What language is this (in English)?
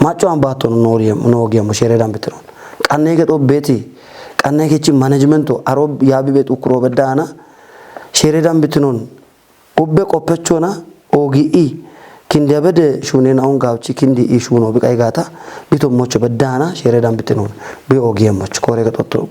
Kafa